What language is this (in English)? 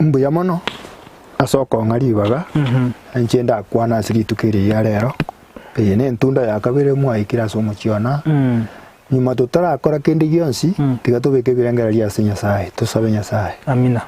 Gusii